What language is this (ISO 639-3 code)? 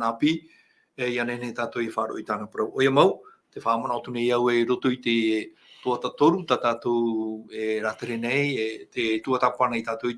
tah